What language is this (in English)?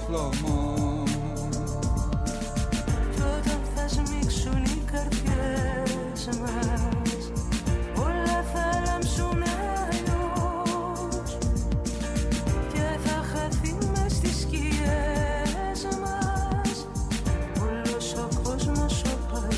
Greek